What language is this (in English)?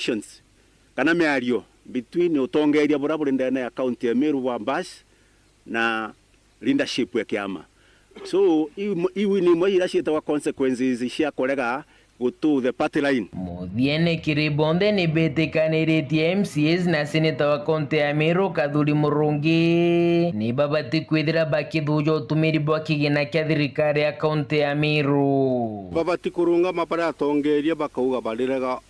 Meru